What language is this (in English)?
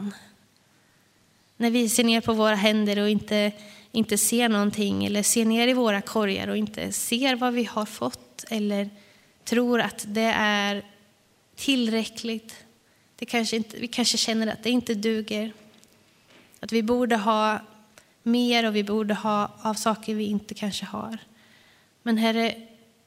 Swedish